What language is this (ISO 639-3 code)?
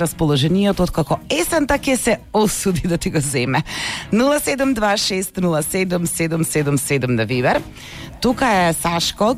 mkd